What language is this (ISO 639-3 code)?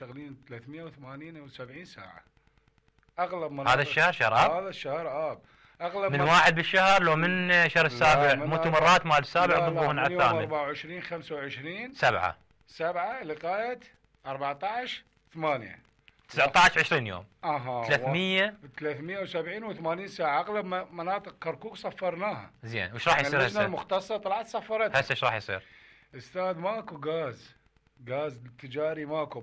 acm